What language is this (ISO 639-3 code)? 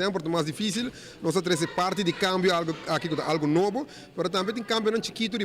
pap